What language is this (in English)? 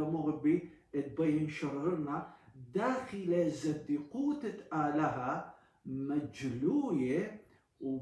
Assyrian Neo-Aramaic